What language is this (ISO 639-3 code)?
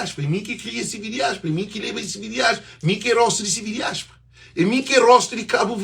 kea